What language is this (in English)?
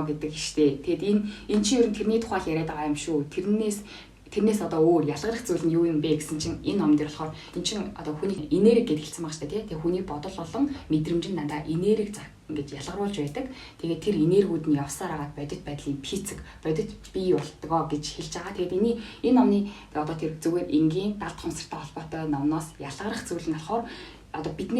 Mongolian